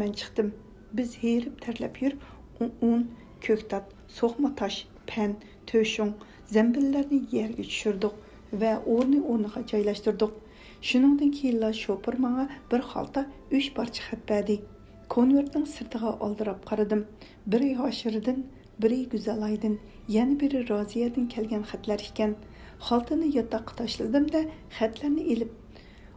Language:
Uyghur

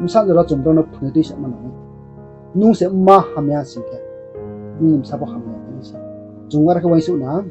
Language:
Riang (India)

